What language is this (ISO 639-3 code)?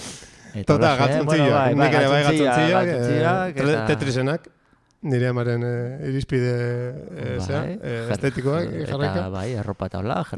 eus